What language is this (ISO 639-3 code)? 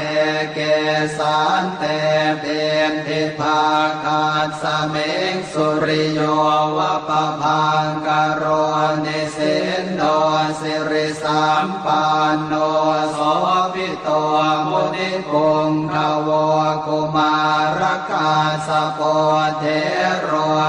pli